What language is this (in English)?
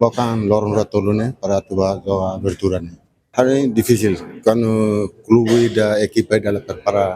Tetum